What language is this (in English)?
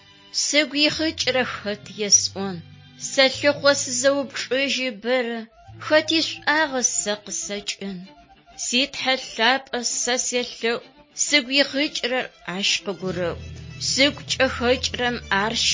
Adyghe